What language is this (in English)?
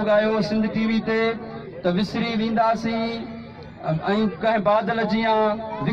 Sindhi